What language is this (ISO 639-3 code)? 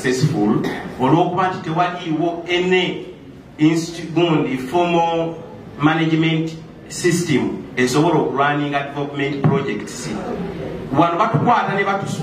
xog